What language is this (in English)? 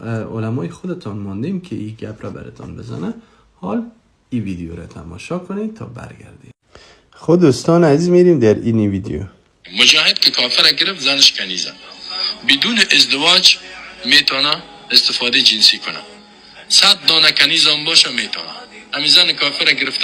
Persian